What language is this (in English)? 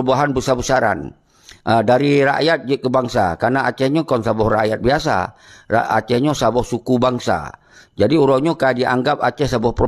Achinese